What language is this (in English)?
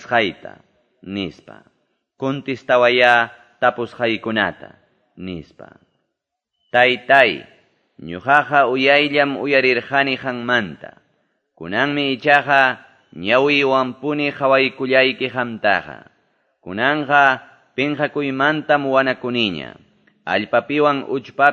Quechua